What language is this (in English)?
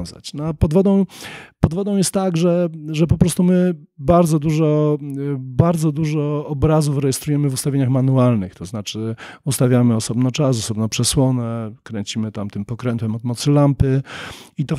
Polish